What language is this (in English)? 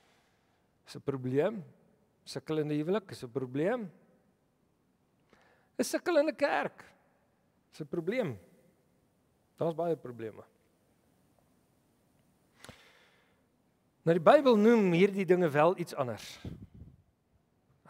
Afrikaans